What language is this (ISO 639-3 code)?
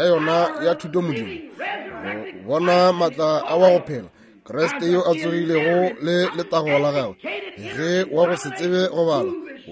nso